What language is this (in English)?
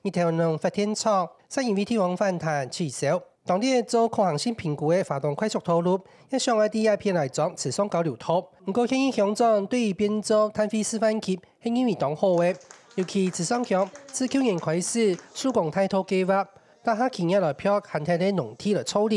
Hakka Chinese